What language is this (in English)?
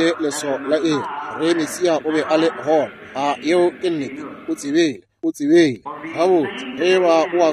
Northern Sotho